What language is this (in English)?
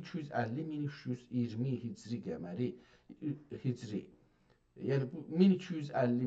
South Azerbaijani